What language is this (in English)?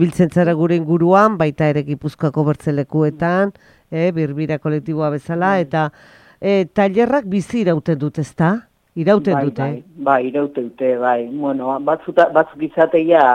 Basque